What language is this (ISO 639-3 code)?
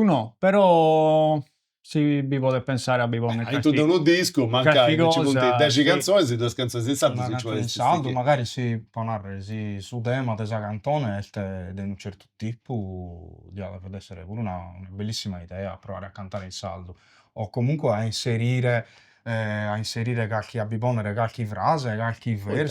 srd